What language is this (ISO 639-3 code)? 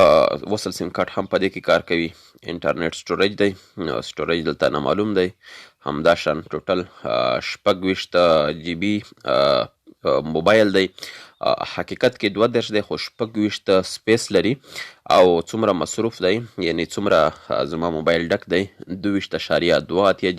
pus